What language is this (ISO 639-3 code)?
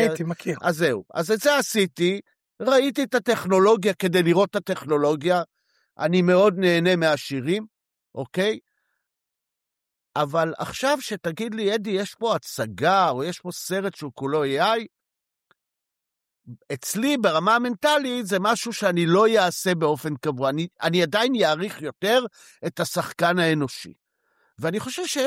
heb